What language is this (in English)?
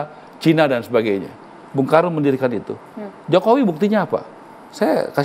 Indonesian